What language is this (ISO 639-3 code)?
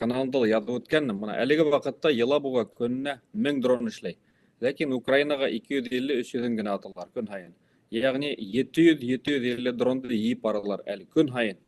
bak